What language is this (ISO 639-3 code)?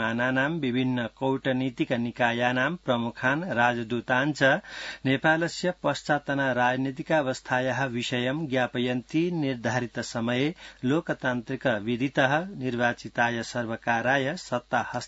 san